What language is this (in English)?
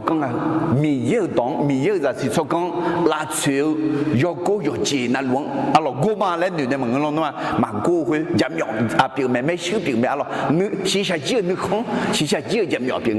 Akha